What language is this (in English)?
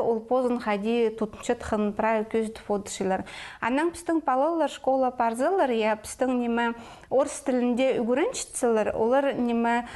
Khakas